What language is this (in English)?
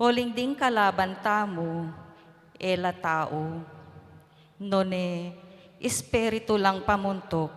Pampanga